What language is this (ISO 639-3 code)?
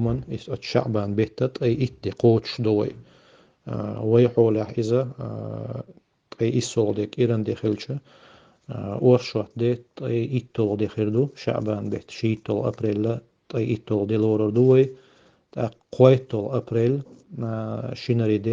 che